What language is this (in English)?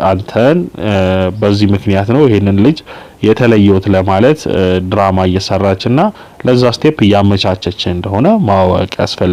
Amharic